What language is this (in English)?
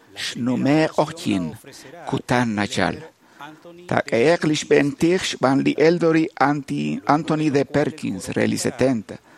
Kekchí